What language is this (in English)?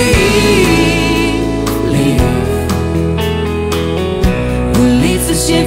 Afrikaans